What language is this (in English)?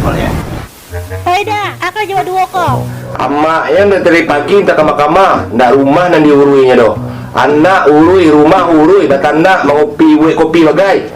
Minangkabau